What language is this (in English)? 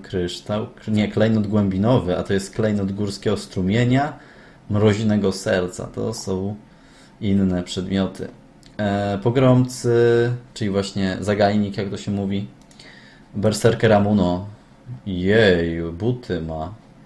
Polish